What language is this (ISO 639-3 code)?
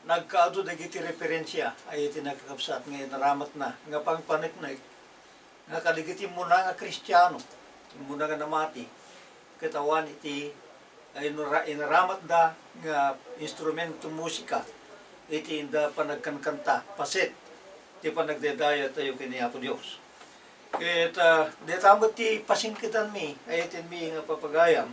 ilo